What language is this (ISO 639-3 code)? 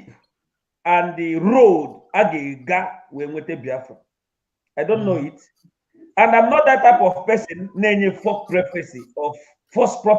ibo